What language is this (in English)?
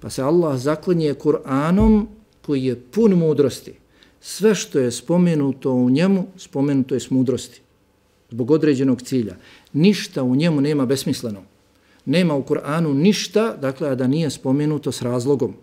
Bosnian